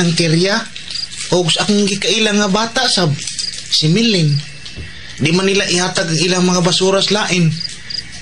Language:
Cebuano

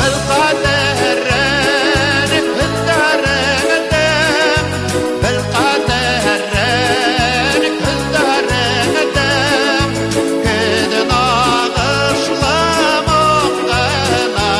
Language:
Bashkir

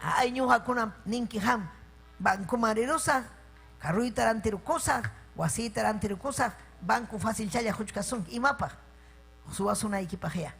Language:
Ayacucho Quechua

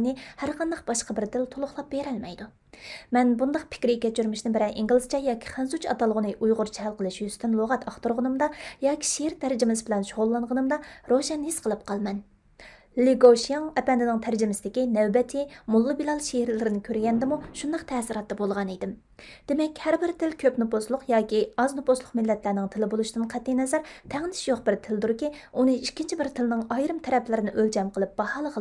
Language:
Uyghur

